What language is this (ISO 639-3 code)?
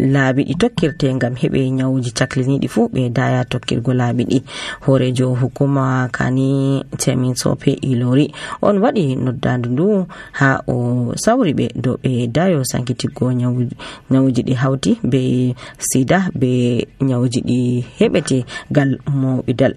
fuv